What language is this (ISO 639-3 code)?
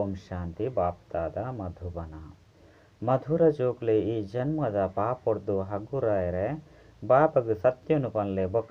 tcy